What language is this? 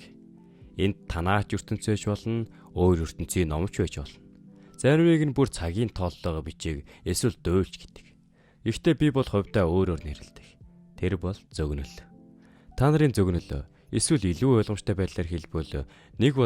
Mongolian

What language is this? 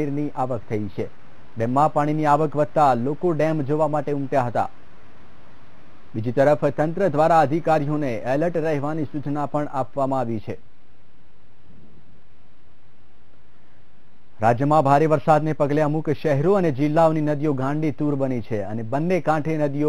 Gujarati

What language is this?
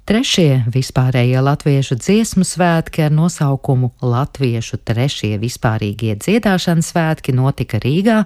Latvian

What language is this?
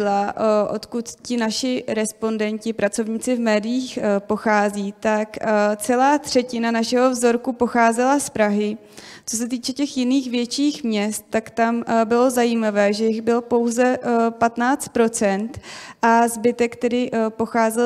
Czech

